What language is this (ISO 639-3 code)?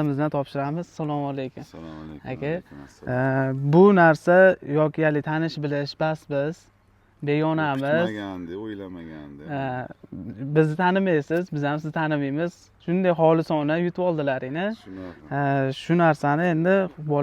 uzb